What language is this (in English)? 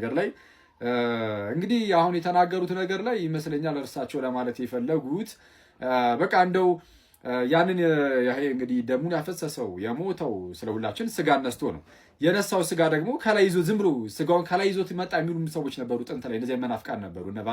Amharic